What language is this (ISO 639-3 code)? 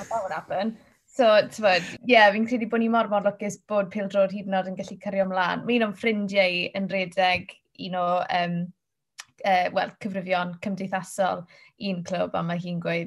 cym